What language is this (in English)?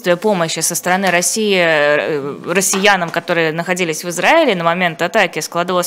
Russian